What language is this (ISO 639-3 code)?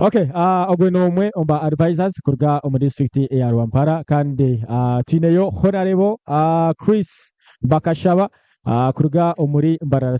nyn